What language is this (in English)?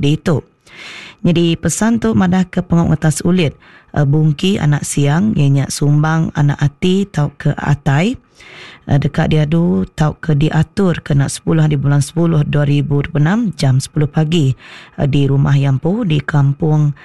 Iban